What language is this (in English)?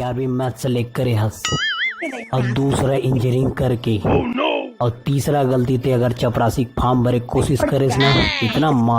Chhattisgarhi